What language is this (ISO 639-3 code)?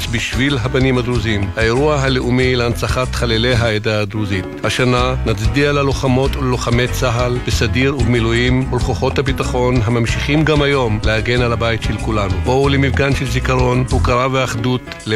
heb